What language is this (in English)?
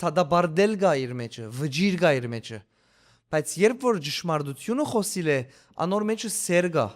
Western Armenian